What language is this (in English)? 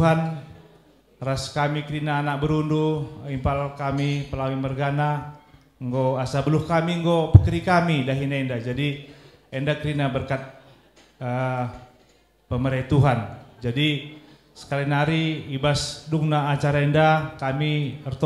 Batak Karo